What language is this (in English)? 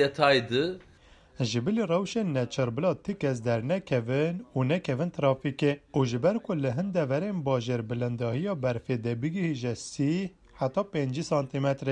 Kurdish